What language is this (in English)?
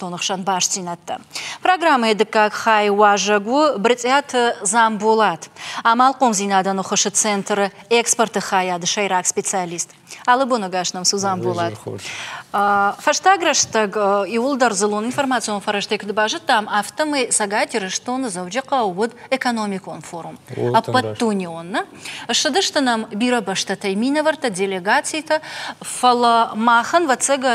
Ossetic